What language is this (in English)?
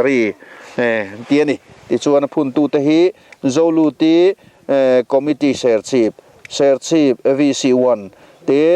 Mizo